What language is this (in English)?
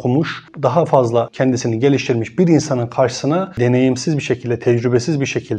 Turkish